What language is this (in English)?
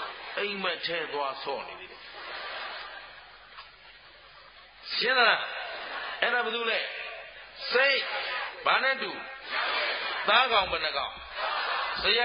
Burmese